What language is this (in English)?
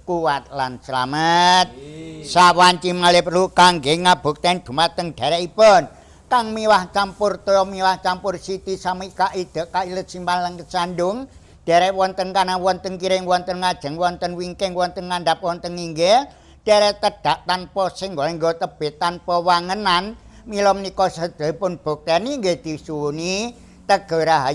Javanese